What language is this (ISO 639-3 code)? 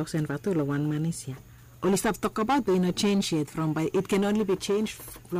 bis